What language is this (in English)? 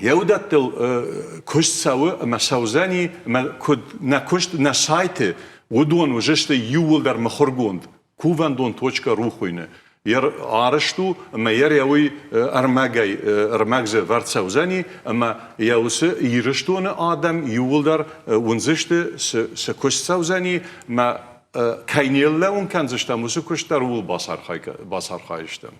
Ossetic